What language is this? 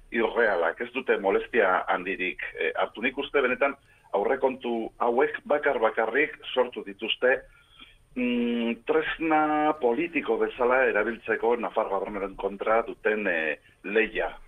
Basque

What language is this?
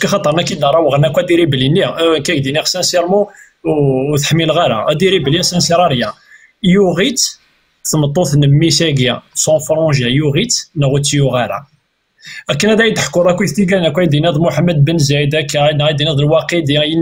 Kabyle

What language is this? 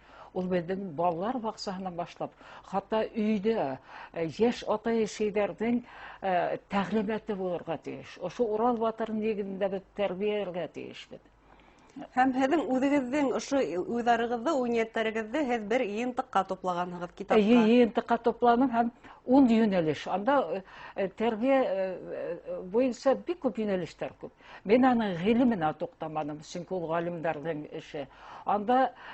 Bashkir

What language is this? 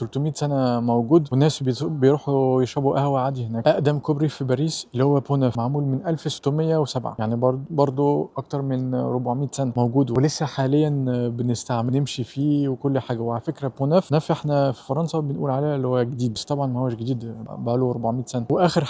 Egyptian Arabic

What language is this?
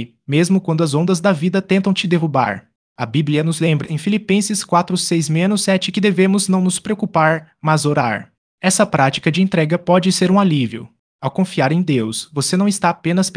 Portuguese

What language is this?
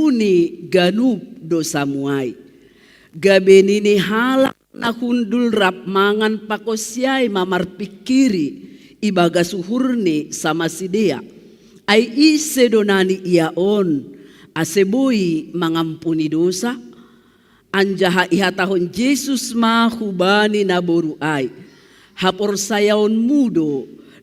Batak Simalungun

